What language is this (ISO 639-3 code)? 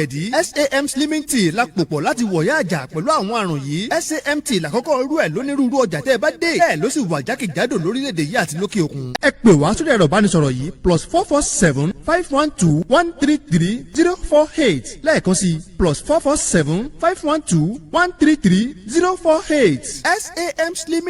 yor